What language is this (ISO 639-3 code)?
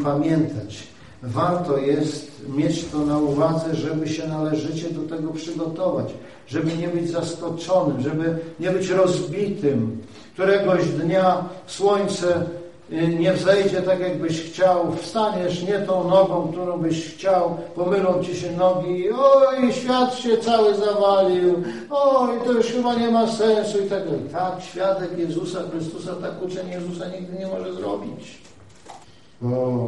pol